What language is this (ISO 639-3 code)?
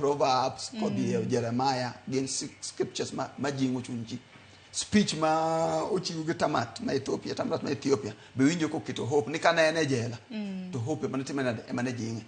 luo